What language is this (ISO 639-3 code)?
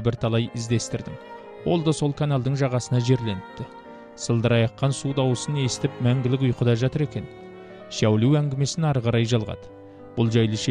kaz